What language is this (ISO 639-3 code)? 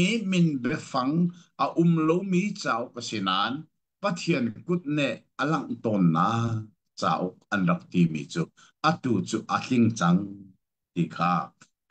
cnh